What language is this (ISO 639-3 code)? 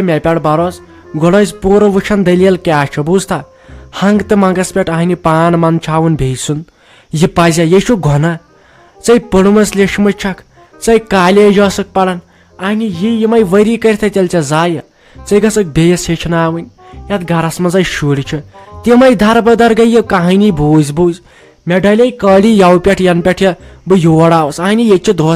kas